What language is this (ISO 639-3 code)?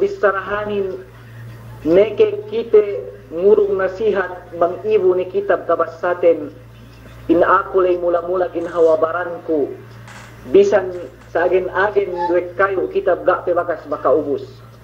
yka